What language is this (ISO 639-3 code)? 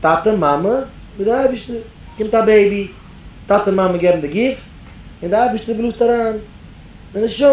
yid